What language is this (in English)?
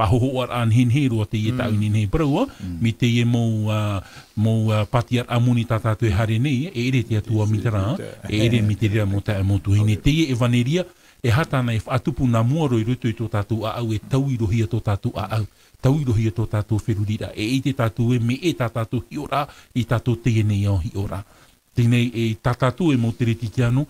Tahitian